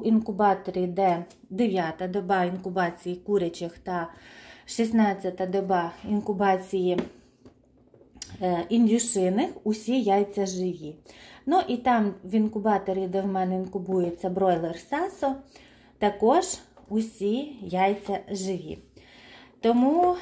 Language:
Ukrainian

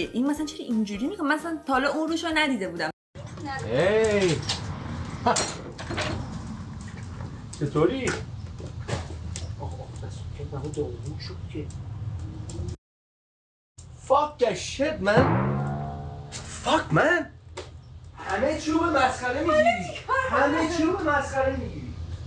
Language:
Persian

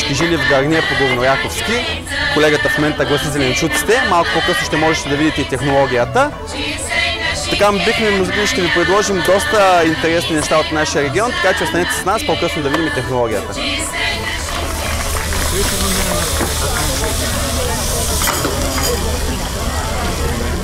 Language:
Bulgarian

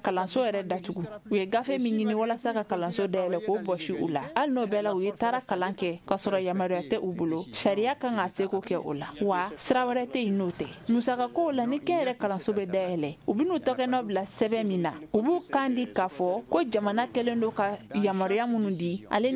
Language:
Bambara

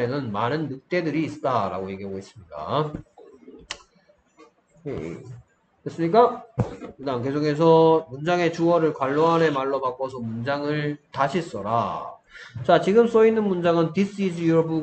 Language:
Korean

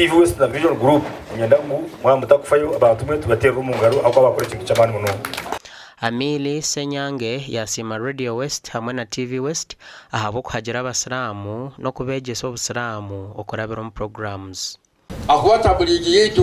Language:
Nyankole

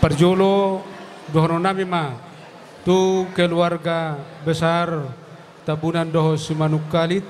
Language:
Batak Toba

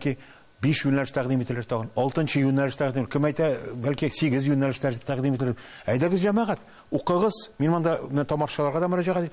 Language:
Tatar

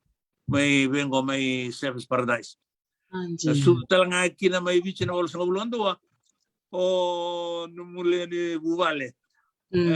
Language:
Fijian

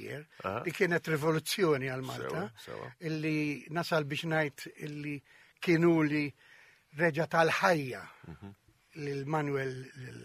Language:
Maltese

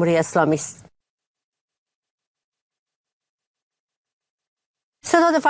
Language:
Persian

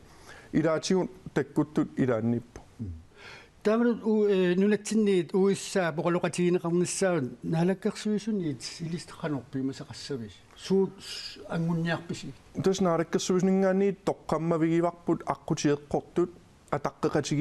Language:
Kalaallisut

